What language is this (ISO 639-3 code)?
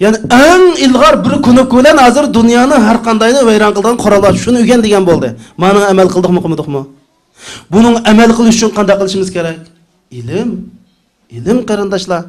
uig